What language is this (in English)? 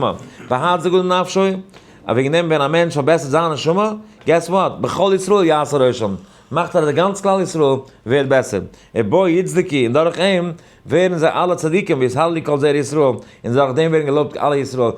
Yiddish